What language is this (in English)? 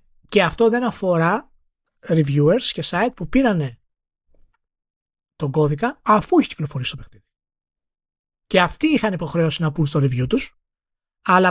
Greek